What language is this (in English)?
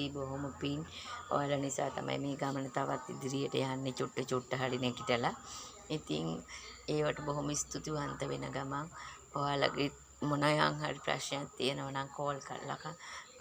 Sinhala